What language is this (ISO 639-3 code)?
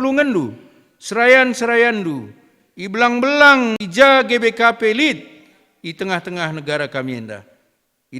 btx